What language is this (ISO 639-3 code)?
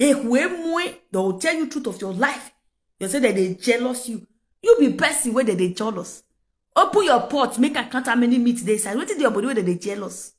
pcm